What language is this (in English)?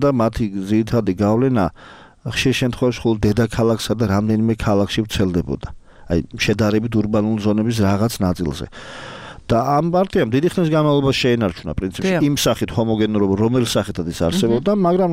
Georgian